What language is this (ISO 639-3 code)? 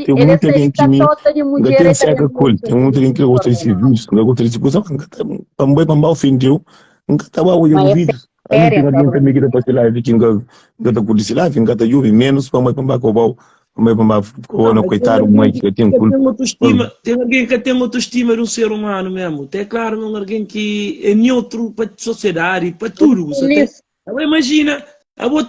kea